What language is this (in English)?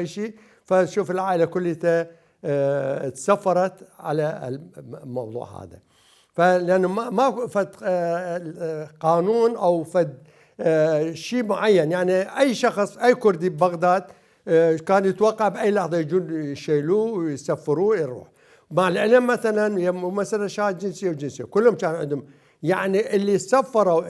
Mesopotamian Arabic